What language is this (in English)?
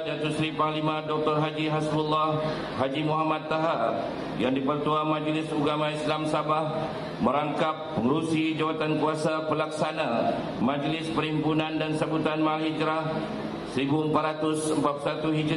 Malay